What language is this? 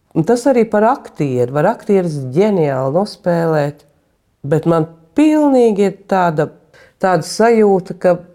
Latvian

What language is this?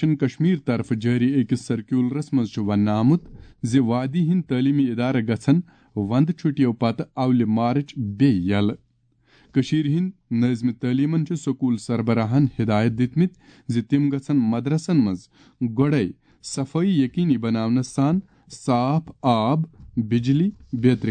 Kashmiri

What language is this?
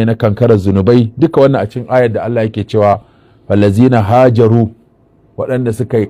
Hausa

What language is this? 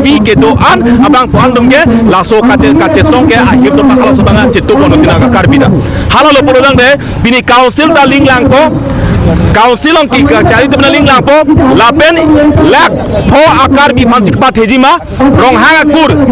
Karbi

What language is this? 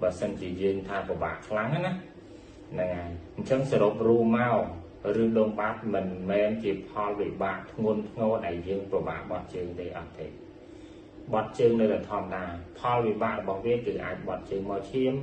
Khmer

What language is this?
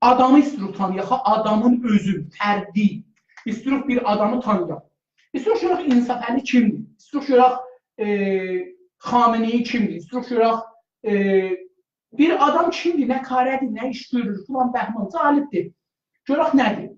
South Azerbaijani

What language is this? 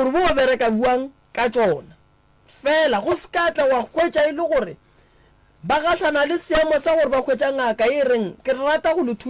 Northern Sotho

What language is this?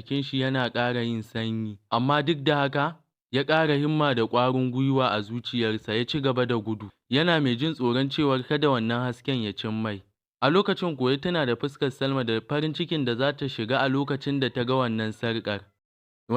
Hausa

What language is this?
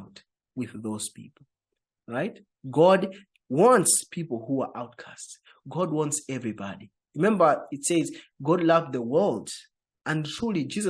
English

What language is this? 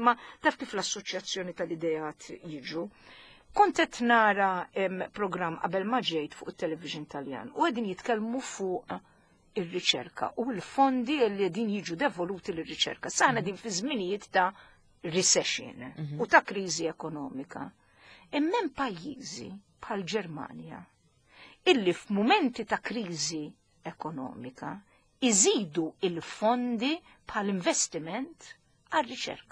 Maltese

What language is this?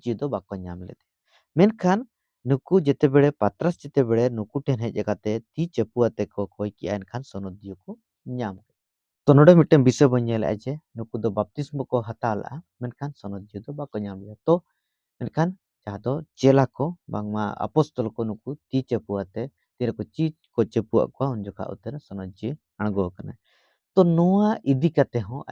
Santali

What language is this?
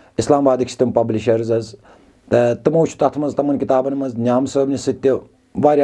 Kashmiri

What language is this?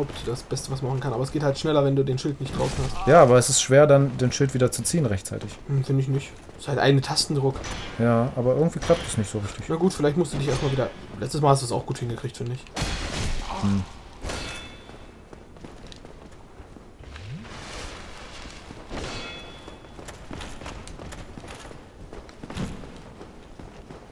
German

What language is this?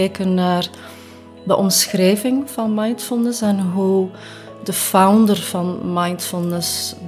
Dutch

